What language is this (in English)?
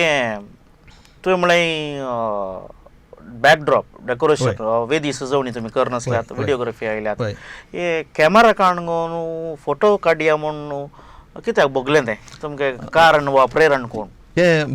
Konkani